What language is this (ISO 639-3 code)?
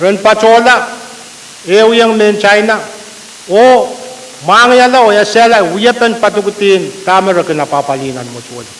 pon